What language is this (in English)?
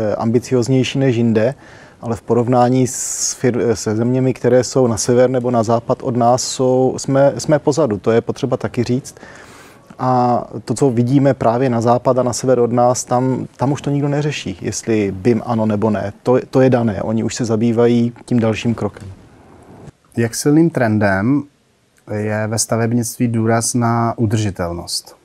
Czech